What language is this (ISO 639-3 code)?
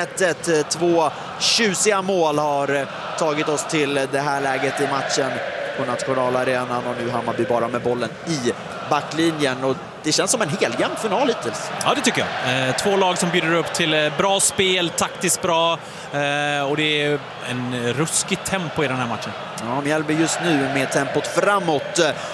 swe